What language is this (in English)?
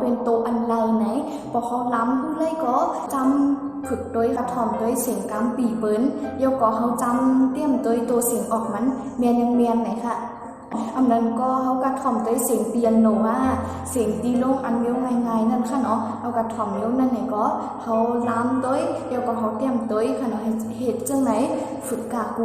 Shan